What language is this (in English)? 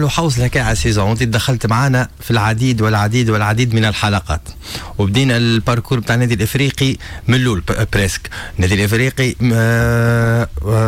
Tunisian Arabic